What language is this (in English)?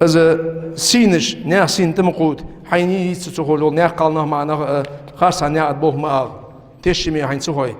Ingush